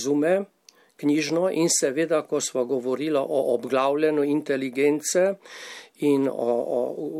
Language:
Slovenian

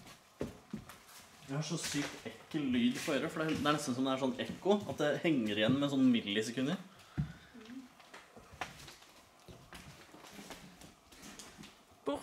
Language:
Norwegian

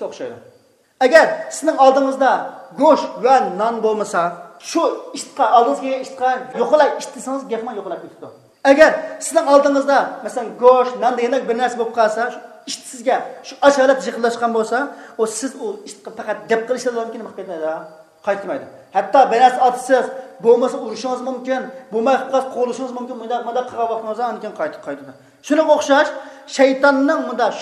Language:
Uyghur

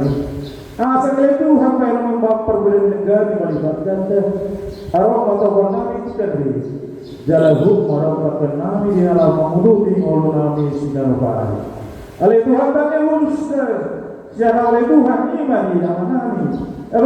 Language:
Batak Toba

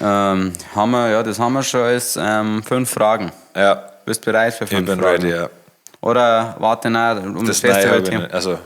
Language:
Bavarian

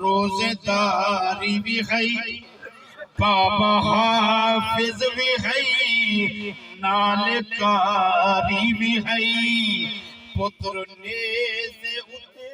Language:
Saraiki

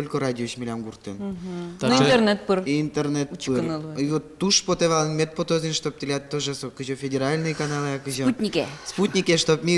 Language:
Udmurt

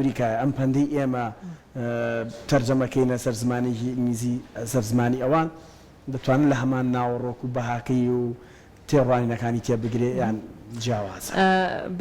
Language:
Central Kurdish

